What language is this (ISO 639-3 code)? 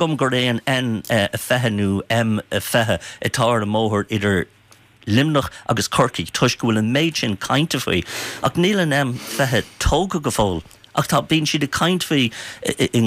gle